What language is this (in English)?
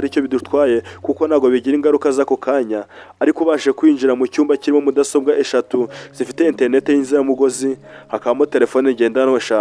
Kinyarwanda